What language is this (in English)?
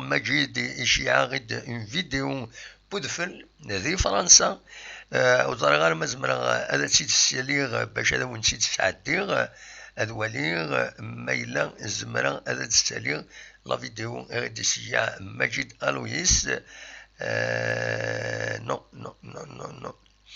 Kabyle